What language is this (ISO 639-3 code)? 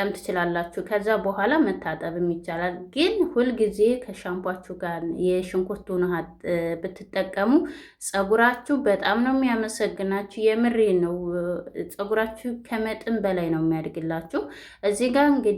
amh